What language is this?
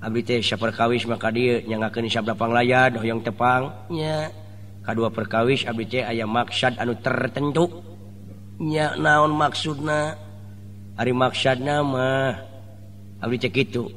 Sundanese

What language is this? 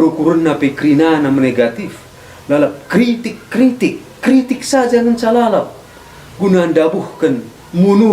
Batak Karo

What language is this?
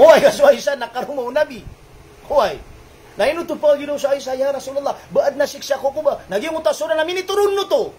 Maranao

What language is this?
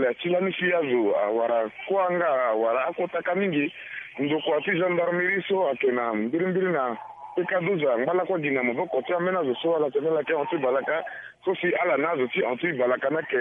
Sango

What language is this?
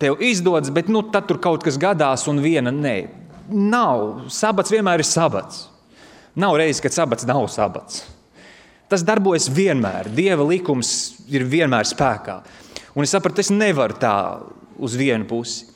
Latvian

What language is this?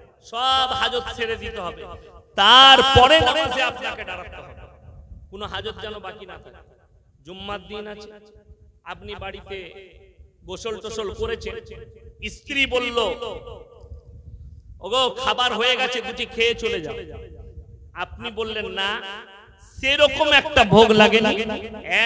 Bangla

